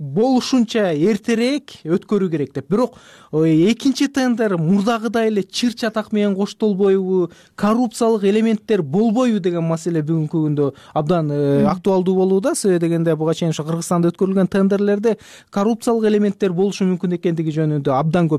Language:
Kyrgyz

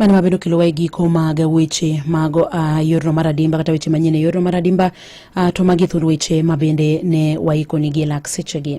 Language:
Luo (Kenya and Tanzania)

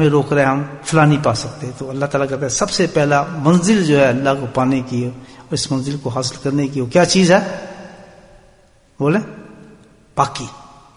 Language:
Urdu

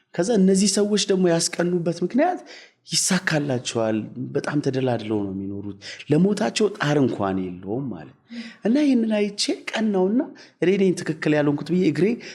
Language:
Amharic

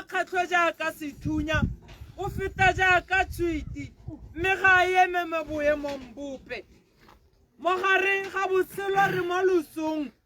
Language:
Tswana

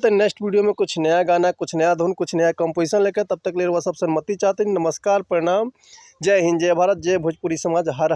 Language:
Bhojpuri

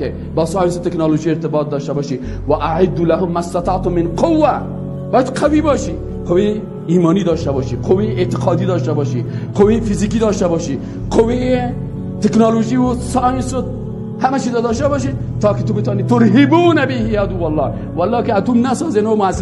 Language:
Persian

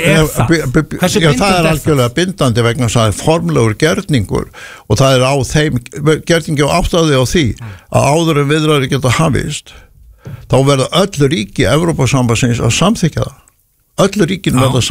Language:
Icelandic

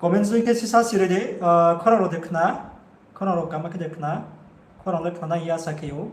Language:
Riang (India)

